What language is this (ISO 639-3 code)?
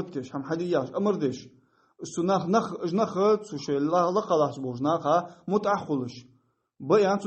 inh